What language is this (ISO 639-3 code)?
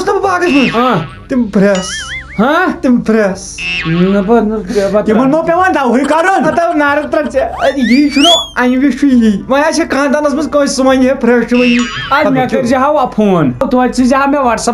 kas